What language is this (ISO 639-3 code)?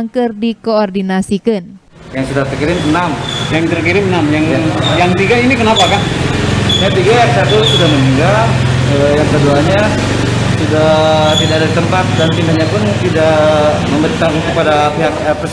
ind